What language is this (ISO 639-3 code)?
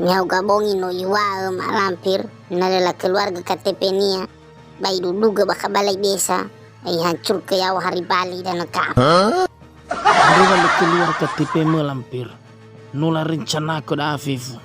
nia